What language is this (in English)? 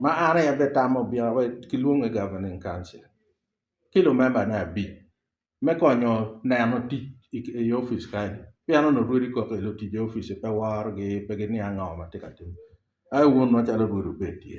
Acoli